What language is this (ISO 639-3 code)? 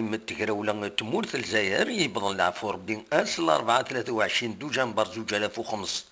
kab